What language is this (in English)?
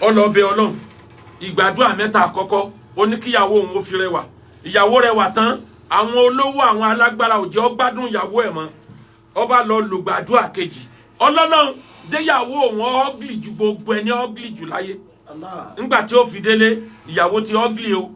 Yoruba